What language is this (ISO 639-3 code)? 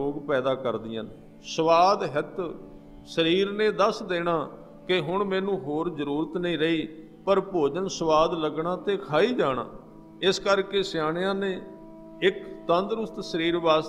pan